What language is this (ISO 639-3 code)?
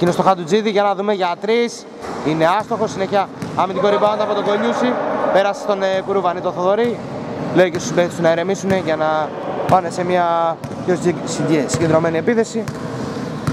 ell